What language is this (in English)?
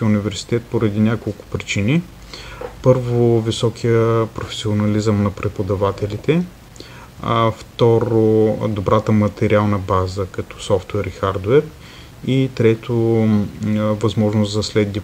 Bulgarian